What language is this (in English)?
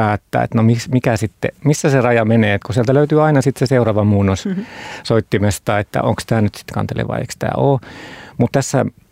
Finnish